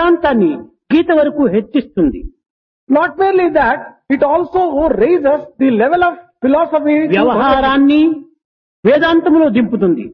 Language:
Telugu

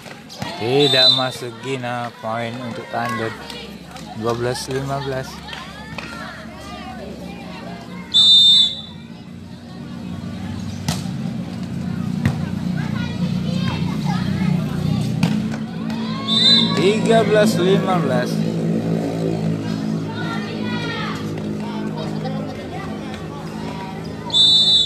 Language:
Indonesian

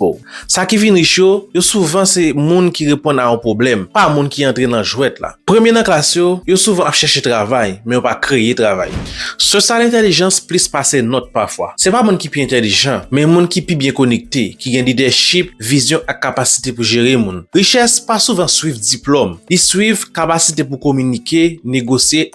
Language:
Haitian Creole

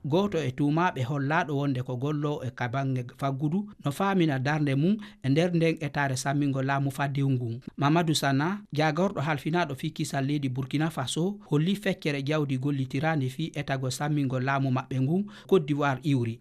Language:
Fula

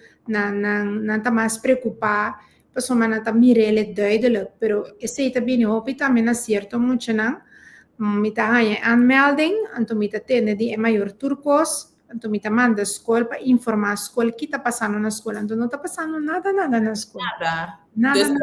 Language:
Papiamento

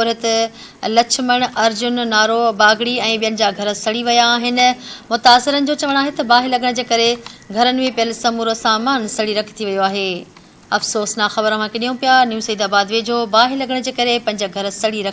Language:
Sindhi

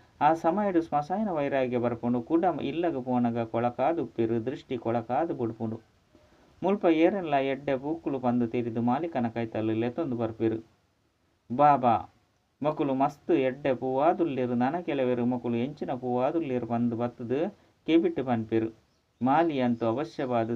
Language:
Tulu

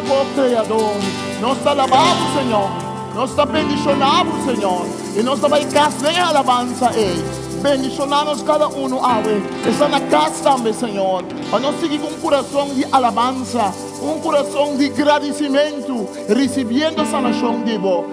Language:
Papiamento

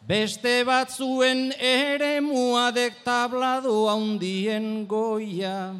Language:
Basque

